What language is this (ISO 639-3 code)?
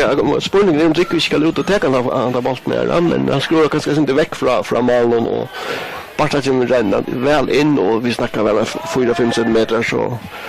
fao